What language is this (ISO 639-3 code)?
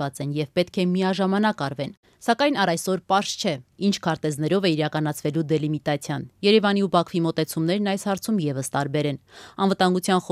hye